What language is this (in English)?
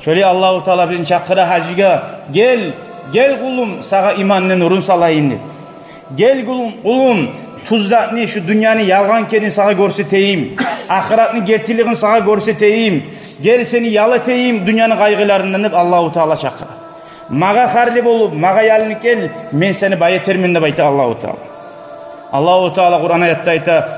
Kumyk